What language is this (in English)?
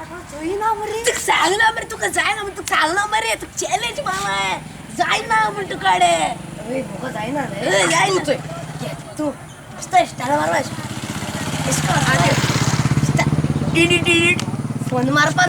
Konkani